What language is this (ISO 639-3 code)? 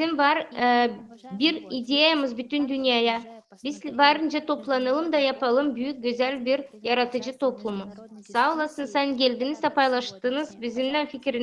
gag